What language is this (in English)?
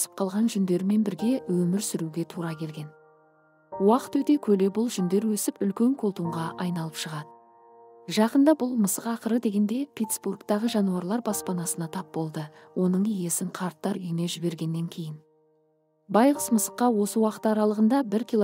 Kazakh